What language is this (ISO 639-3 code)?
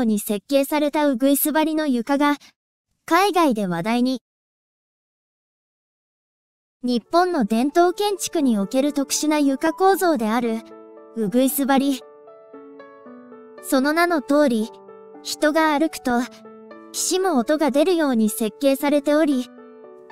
jpn